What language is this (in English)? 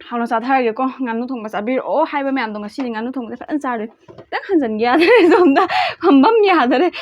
Manipuri